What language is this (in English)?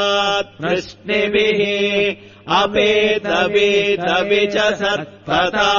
Sanskrit